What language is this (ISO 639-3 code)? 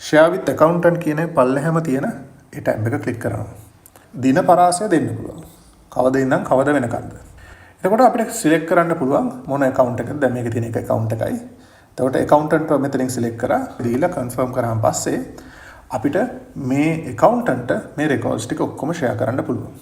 sin